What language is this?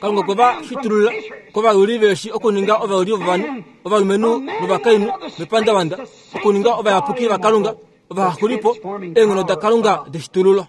Kuanyama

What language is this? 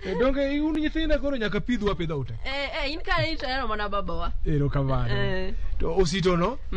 Luo (Kenya and Tanzania)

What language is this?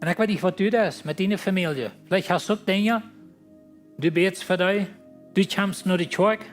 Plautdietsch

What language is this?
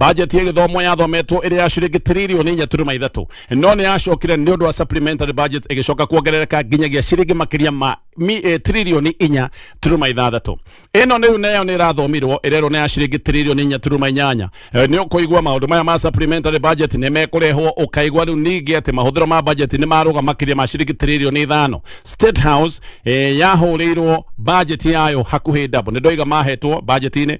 Kikuyu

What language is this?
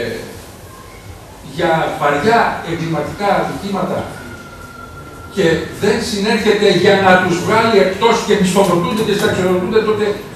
Greek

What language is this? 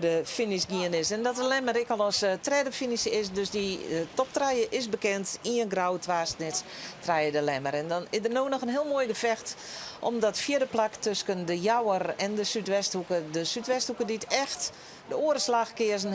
Western Frisian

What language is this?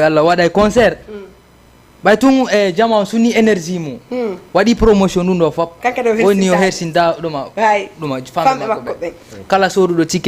Fula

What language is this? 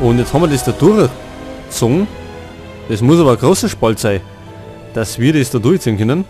Bavarian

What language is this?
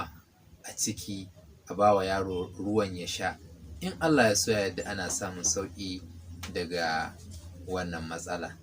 Hausa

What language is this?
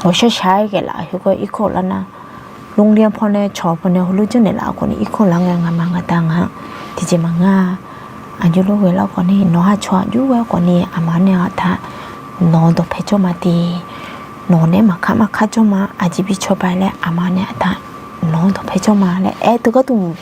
Akha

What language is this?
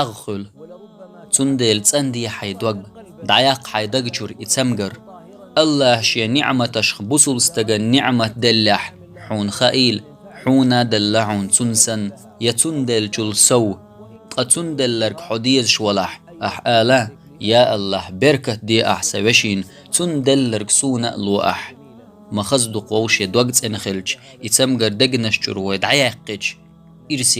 Chechen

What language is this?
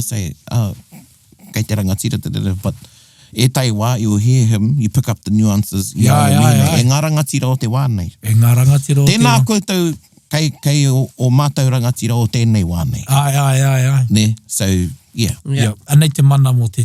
Māori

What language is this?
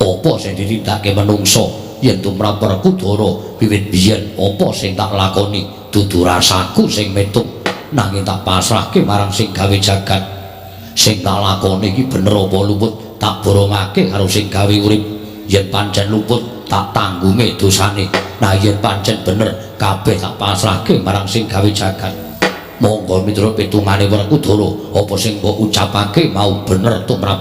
Javanese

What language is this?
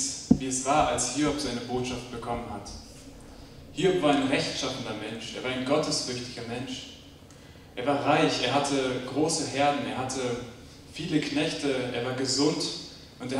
German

